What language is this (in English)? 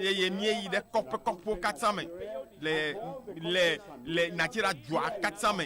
Ewe